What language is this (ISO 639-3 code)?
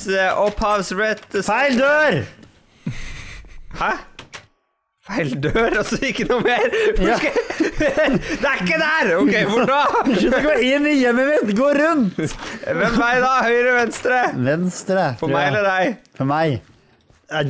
nor